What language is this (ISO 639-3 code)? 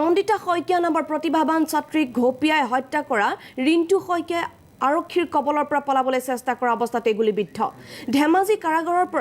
asm